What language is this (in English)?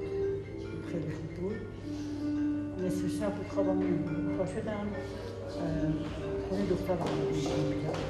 Persian